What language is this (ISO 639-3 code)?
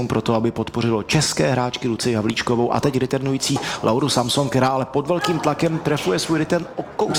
ces